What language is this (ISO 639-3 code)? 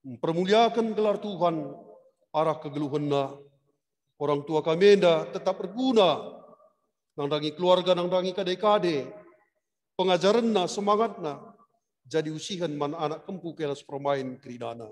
btx